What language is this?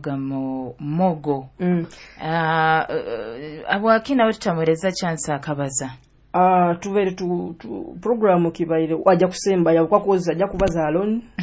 Nyoro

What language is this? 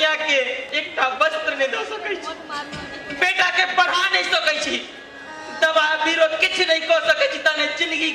Maithili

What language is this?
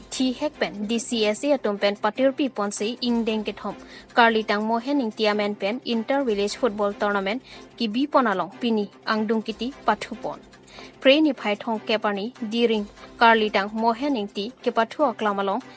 Karbi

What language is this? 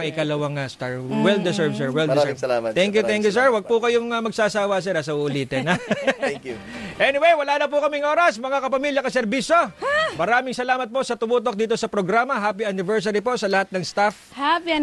Filipino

